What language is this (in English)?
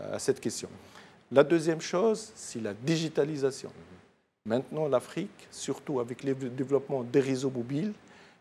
French